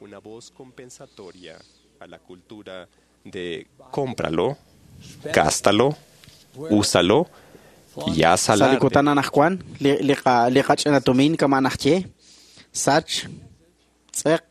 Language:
Kekchí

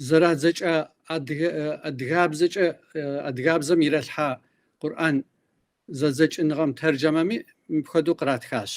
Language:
Kabardian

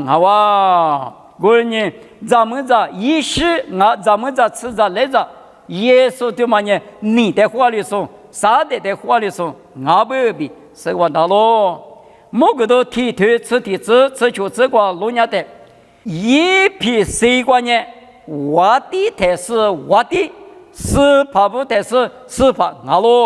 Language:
Lisu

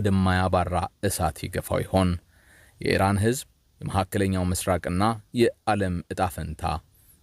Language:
Amharic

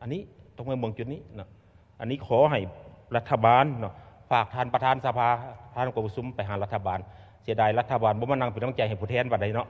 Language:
Lao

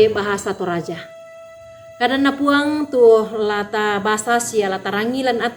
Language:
Toraja-Sa'dan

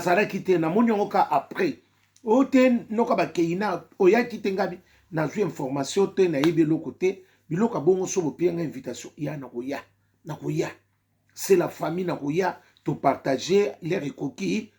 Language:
Lingala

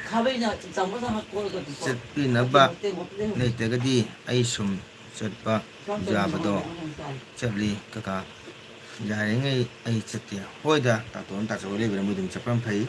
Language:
Manipuri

